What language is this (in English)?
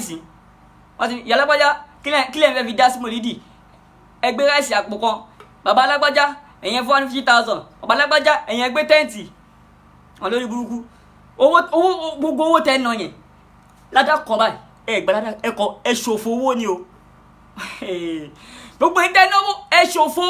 Yoruba